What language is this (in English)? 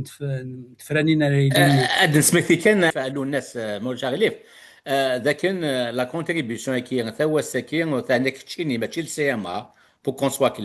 Kabyle